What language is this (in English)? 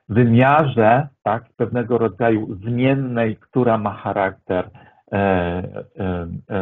Polish